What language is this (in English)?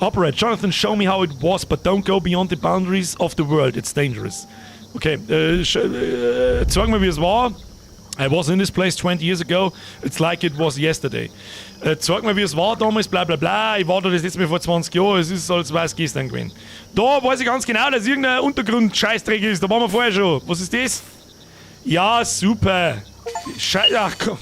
Bavarian